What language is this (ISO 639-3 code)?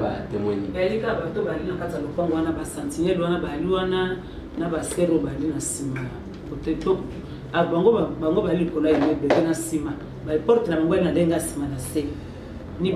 lin